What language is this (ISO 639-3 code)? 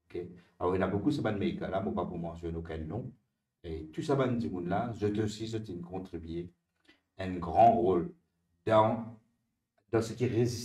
mfe